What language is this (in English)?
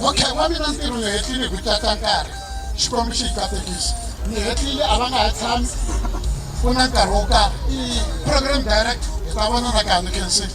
Tsonga